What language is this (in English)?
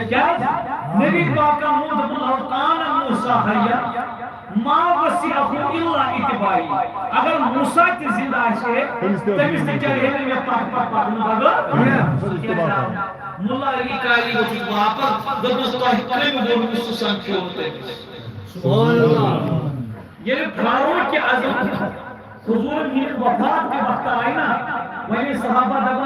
Kashmiri